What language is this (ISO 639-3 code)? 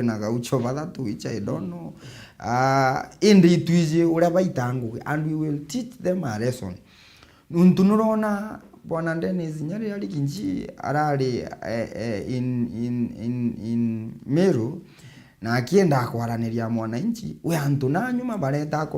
mer